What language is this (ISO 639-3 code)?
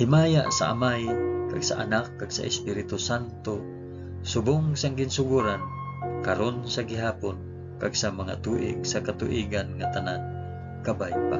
hil